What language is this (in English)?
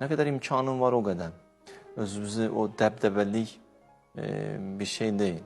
Azerbaijani